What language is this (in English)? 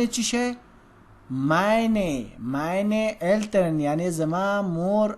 Pashto